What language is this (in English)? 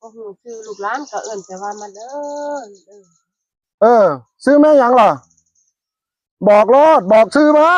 Northeastern Thai